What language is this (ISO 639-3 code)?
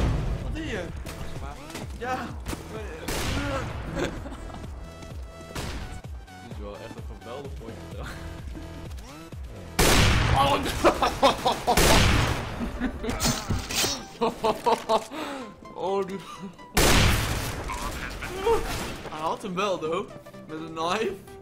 nld